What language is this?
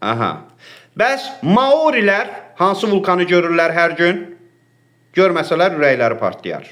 Azerbaijani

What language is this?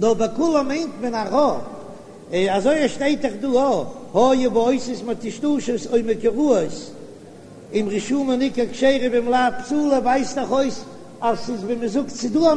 Yiddish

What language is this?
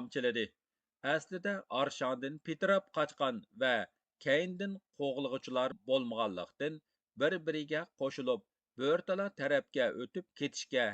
Uyghur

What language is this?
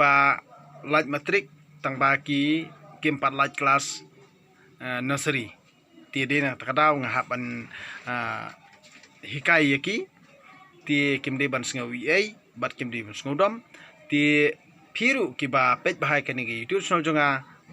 Khasi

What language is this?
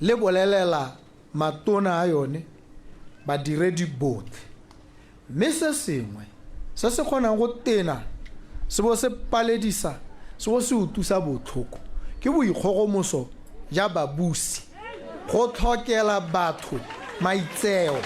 Tswana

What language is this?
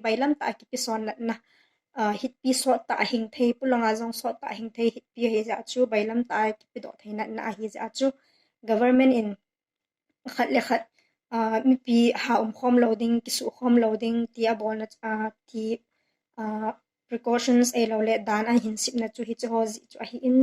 Thado Chin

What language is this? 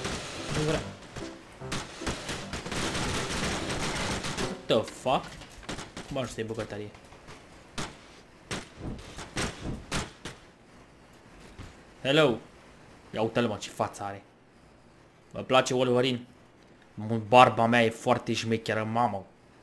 Romanian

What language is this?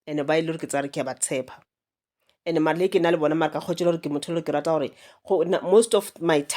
Northern Sotho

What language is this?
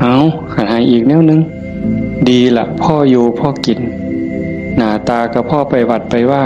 Northeastern Thai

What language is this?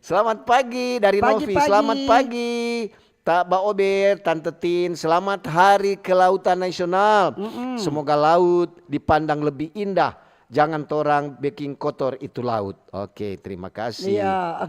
Manado Malay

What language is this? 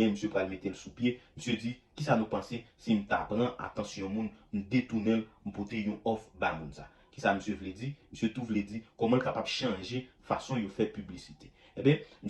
Haitian Creole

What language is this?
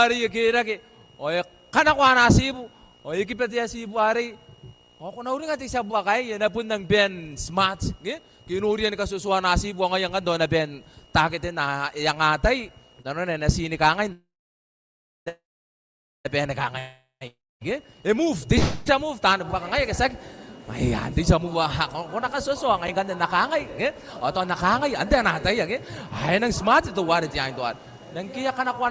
Gilbertese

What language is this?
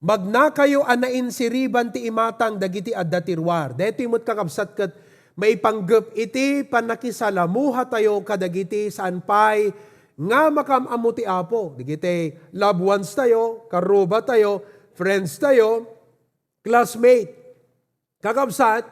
Iloko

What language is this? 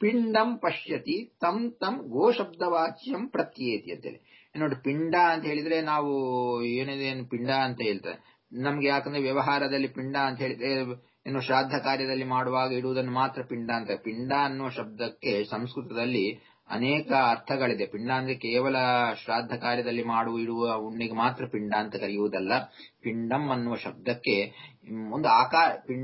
Kannada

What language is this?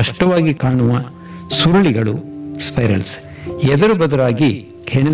Kannada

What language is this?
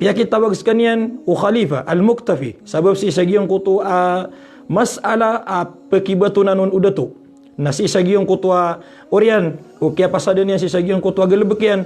Maranao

